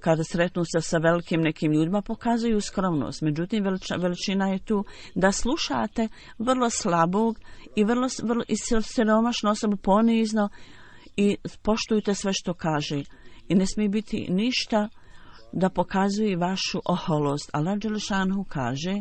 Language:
Bosnian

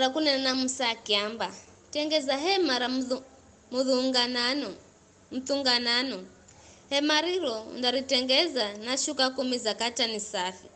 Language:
Giryama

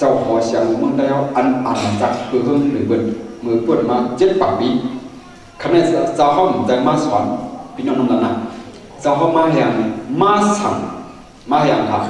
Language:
Shan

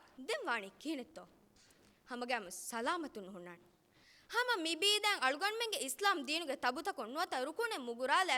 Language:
Divehi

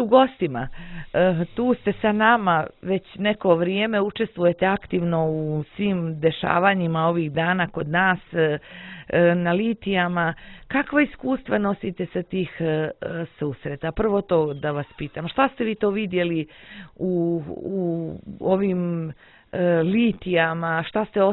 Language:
Serbian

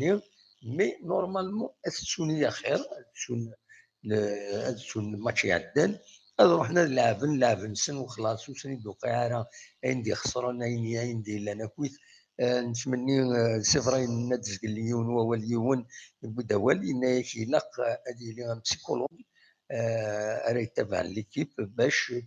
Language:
Kabyle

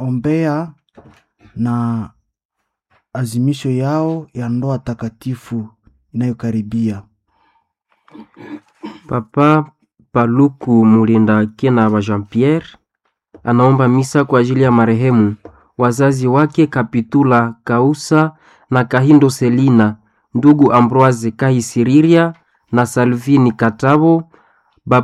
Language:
Swahili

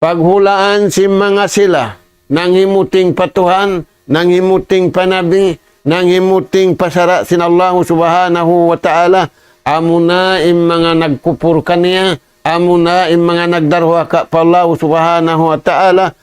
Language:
Tausug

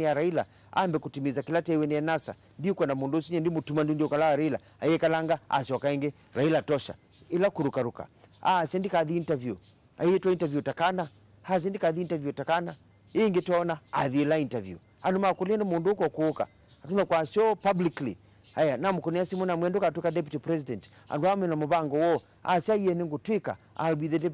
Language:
Kamba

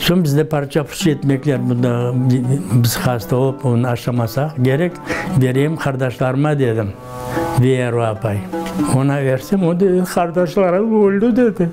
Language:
Crimean Tatar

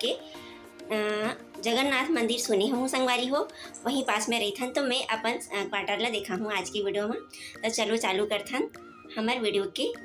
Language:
Chhattisgarhi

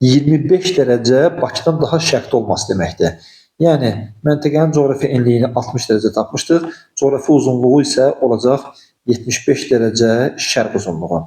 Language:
Azerbaijani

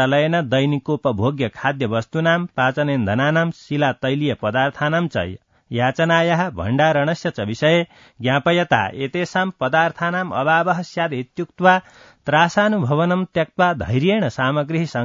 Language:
Sanskrit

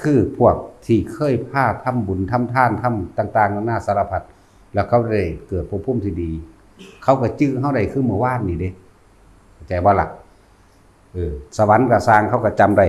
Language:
Lao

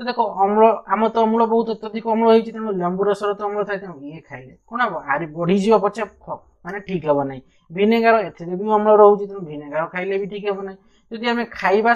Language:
Odia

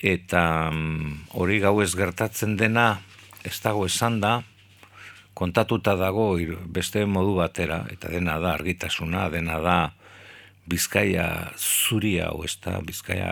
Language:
Basque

